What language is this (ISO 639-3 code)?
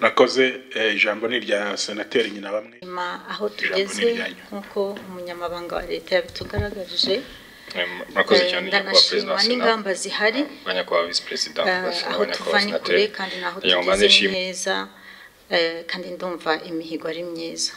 kin